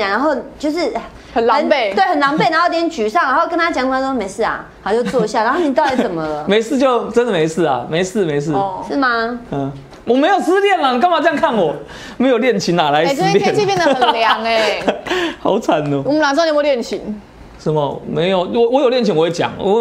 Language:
Chinese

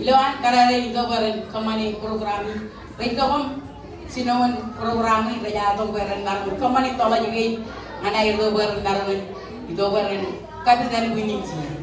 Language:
Marshallese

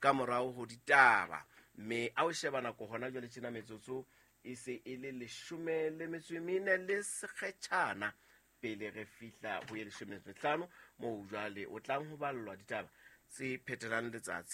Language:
Southern Sotho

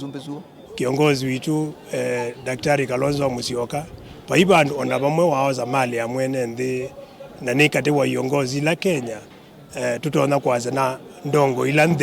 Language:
Kamba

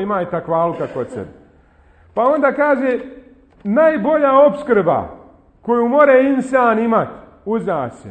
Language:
Bosnian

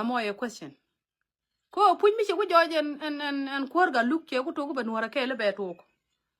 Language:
Nuer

